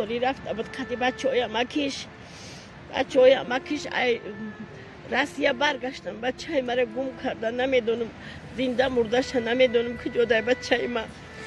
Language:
Tajik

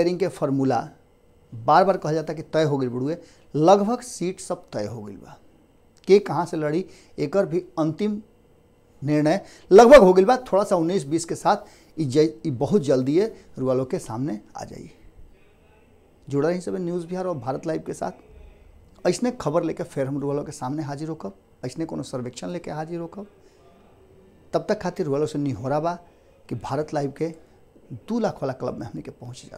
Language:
Bhojpuri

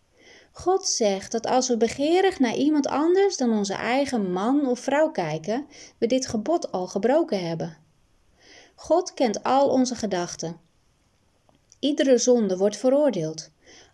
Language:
Dutch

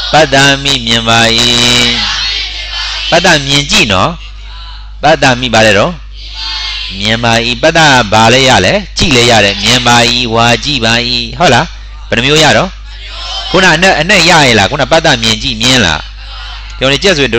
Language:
Burmese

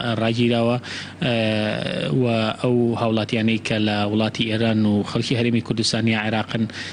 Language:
Central Kurdish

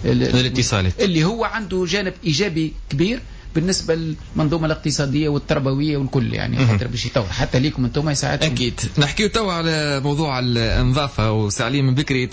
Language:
Tunisian Arabic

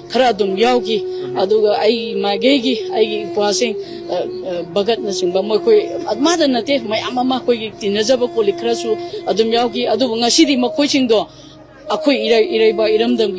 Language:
Manipuri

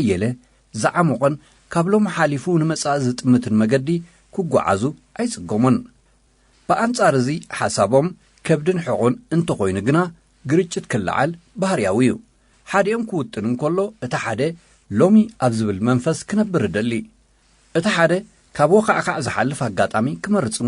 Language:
Tigrinya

